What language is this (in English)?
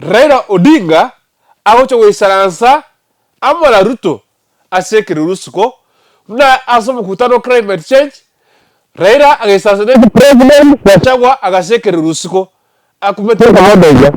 Gusii